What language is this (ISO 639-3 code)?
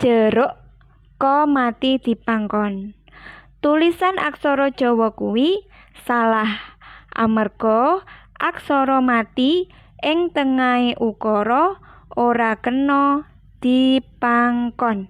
jav